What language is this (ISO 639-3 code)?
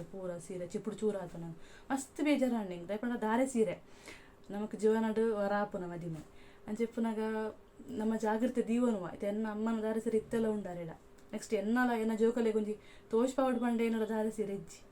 tcy